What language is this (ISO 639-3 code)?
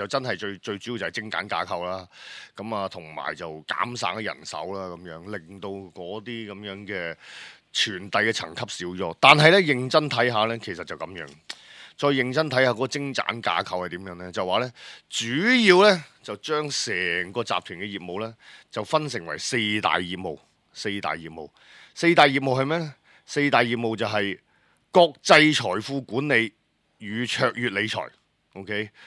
yue